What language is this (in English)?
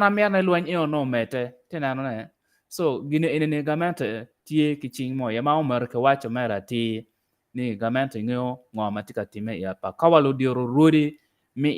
Acoli